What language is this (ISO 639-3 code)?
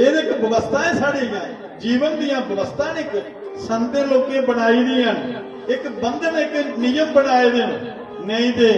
doi